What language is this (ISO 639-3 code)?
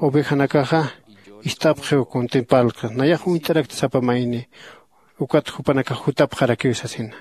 aym